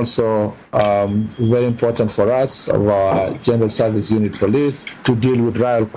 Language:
Swahili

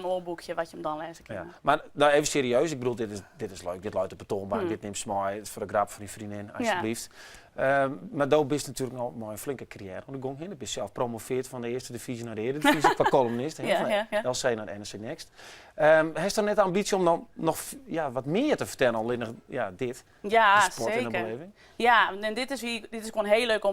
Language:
Western Frisian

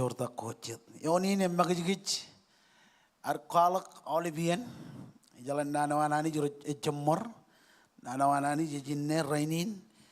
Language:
Marshallese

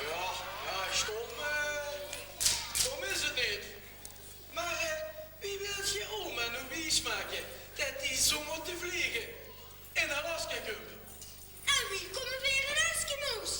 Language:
Limburgish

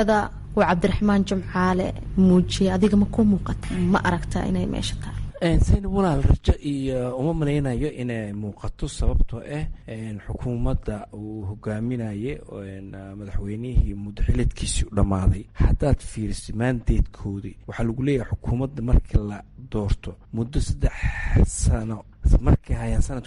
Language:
Somali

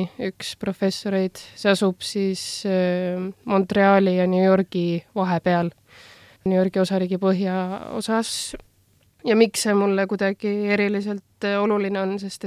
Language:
Estonian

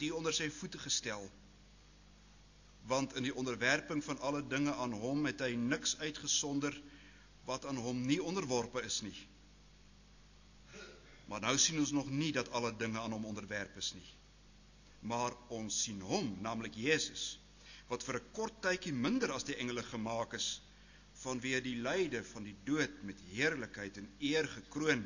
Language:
Afrikaans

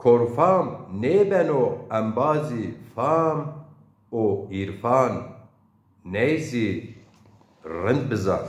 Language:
Zaza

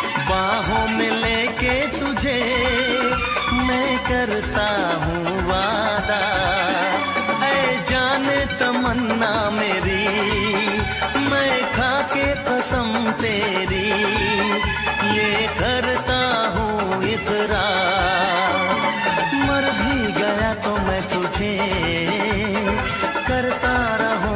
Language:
Hindi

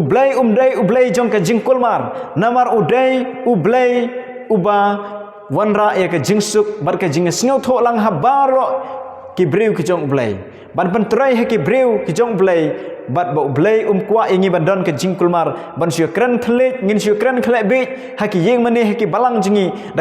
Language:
Khasi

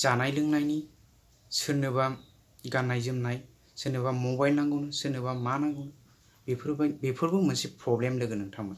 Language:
Bodo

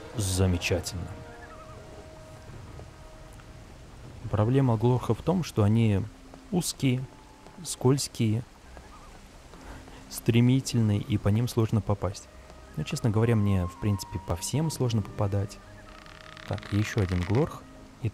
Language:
Russian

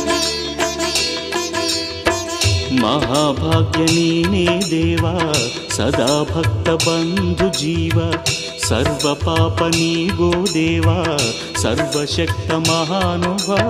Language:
Kannada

